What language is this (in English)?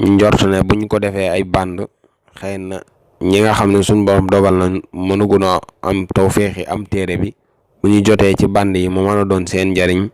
Wolof